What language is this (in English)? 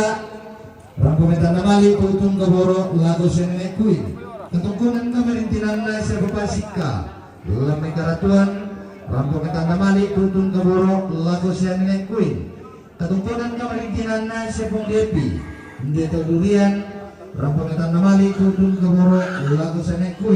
Toraja-Sa'dan